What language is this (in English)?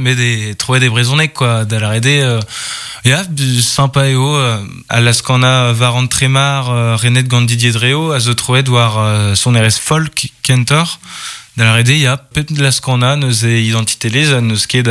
Breton